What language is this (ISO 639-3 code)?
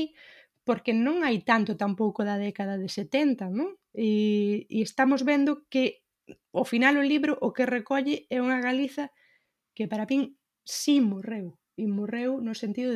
glg